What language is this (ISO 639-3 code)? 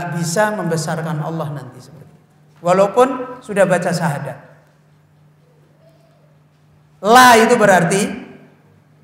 ind